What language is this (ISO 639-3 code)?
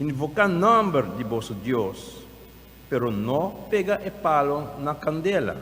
pap